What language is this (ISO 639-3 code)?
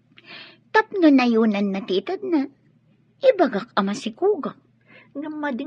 ilo